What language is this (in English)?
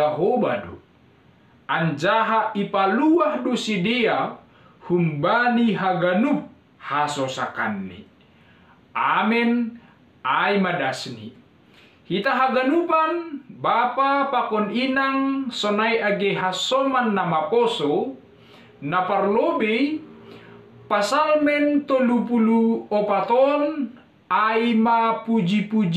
Batak Simalungun